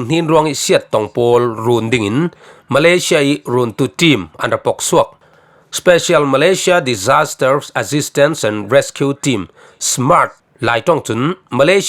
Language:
Falam Chin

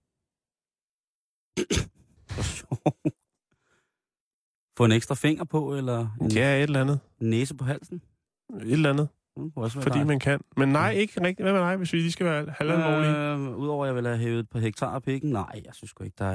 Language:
Danish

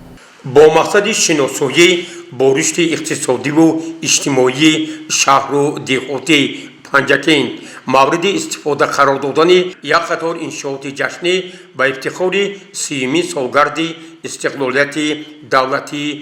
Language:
Tajik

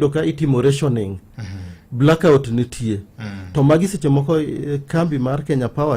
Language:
Luo (Kenya and Tanzania)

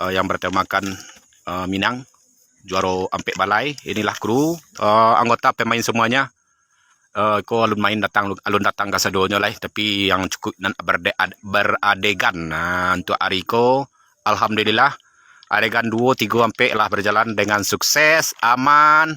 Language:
Minangkabau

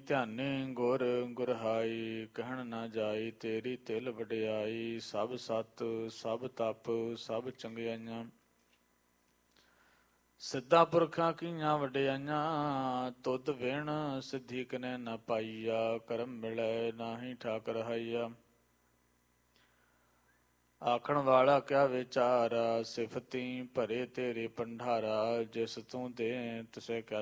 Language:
Punjabi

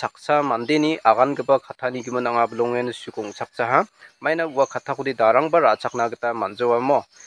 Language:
Garo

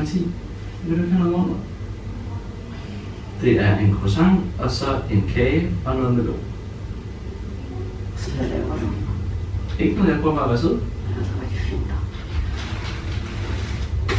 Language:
Danish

